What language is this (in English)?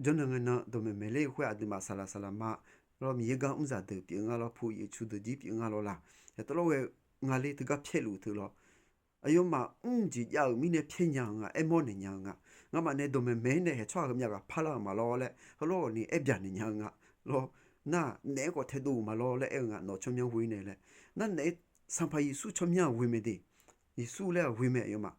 Akha